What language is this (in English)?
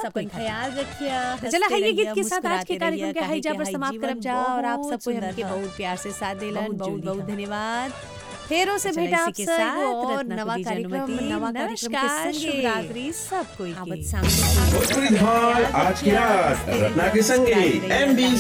Bhojpuri